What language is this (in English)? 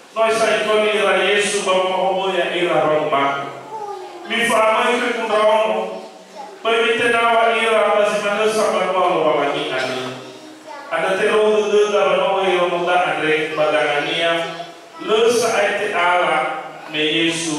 Nias